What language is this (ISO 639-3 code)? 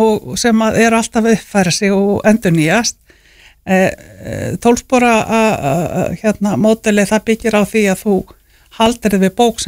isl